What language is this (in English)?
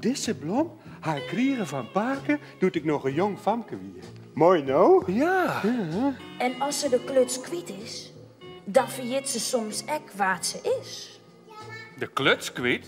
Western Frisian